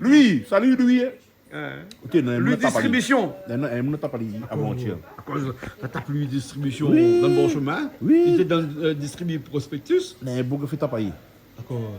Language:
Réunion Creole French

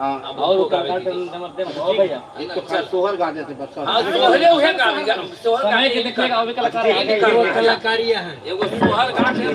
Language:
Magahi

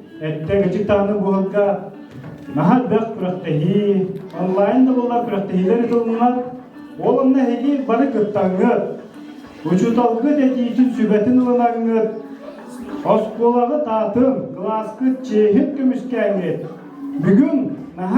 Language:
Yakut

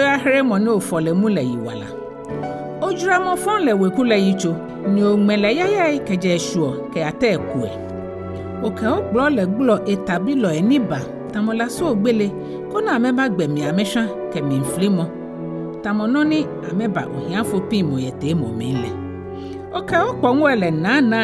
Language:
Ga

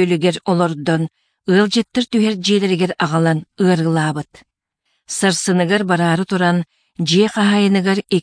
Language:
Yakut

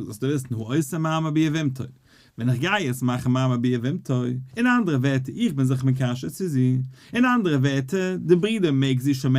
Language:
Yiddish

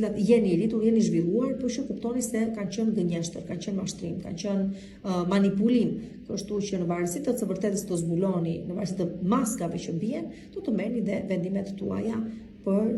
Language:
Albanian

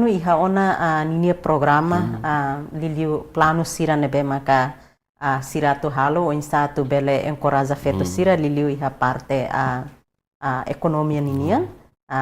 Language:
Tetum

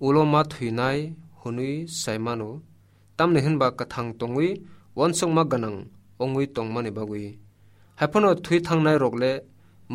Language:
Kok Borok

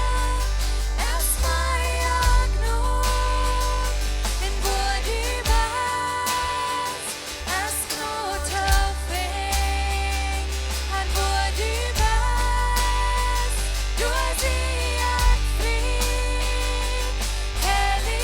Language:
Plautdietsch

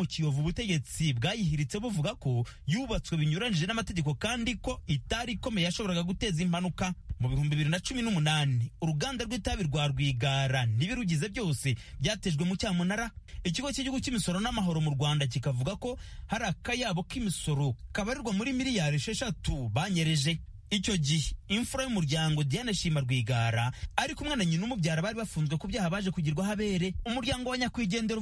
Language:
Kinyarwanda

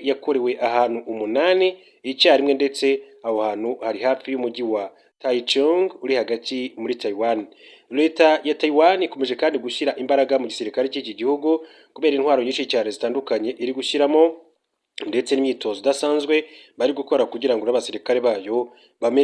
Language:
Kinyarwanda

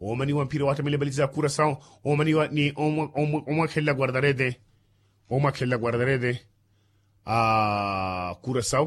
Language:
Makhuwa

